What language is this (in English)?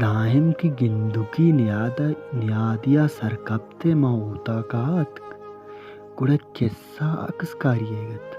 Baluchi